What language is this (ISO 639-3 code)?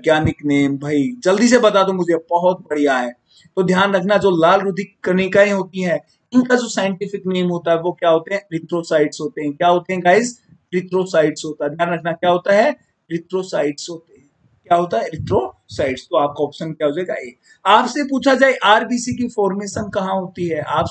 hin